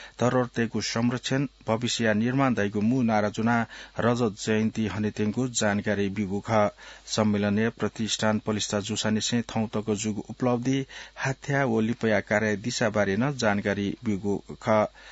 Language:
Newari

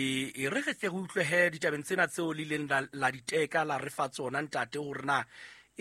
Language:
Southern Sotho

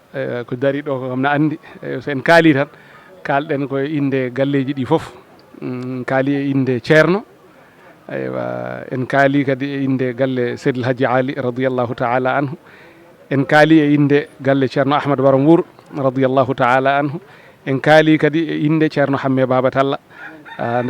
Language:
Fula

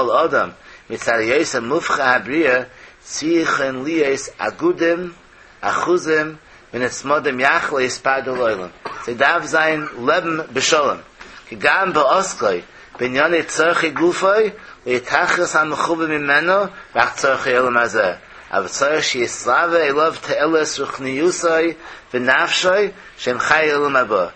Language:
Yiddish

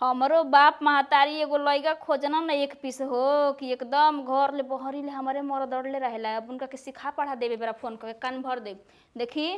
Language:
Bhojpuri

